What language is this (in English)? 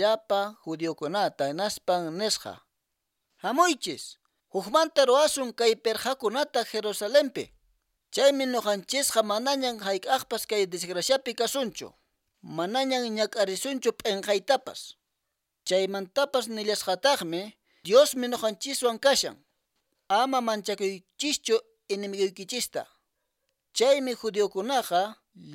Quechua